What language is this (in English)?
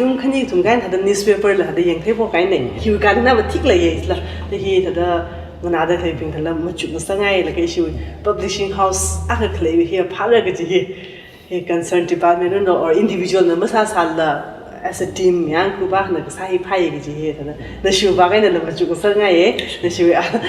Tangkhul Naga (India)